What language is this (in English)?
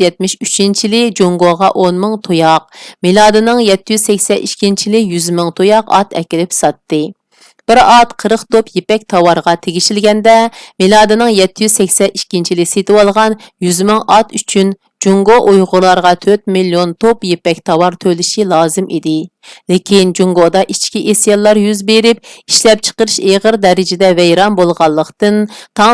Uyghur